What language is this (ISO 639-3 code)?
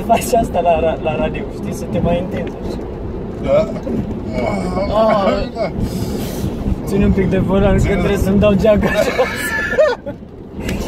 ron